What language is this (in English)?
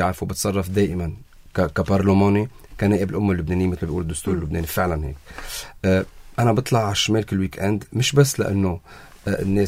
North Levantine Arabic